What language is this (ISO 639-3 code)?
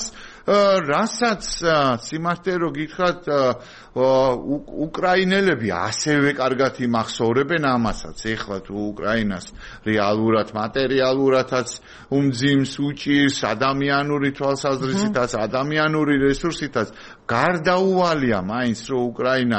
kat